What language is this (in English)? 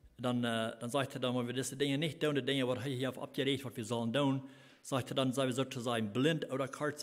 Plautdietsch